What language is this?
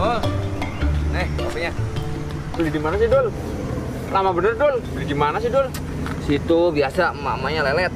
Betawi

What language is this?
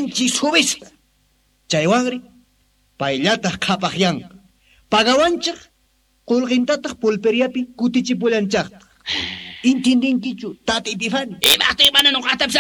Quechua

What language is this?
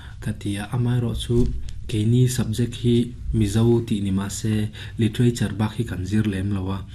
Mizo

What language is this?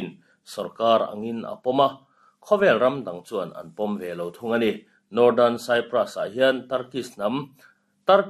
Mizo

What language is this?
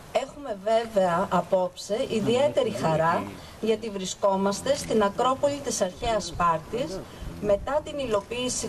Greek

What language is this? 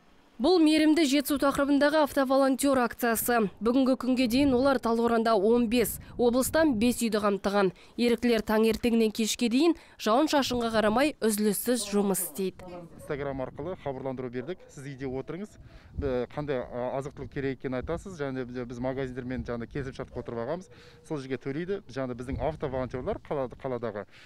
Kazakh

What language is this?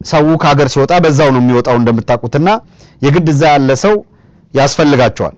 Amharic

